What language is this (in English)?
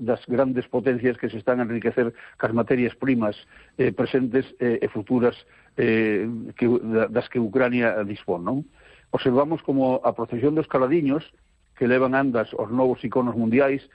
Galician